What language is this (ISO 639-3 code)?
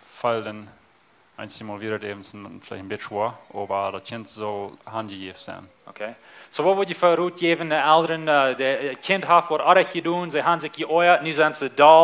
pdt